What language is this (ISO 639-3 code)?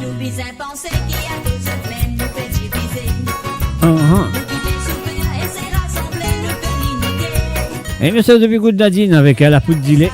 mfe